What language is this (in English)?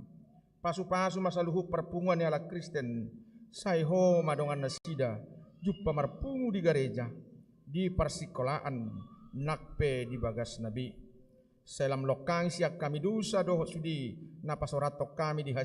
Batak Toba